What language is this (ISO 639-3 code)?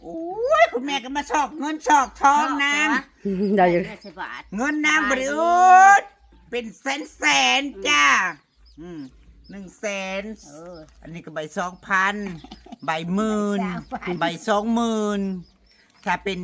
tts